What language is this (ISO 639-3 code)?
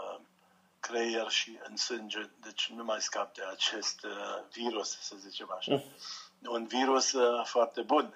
ron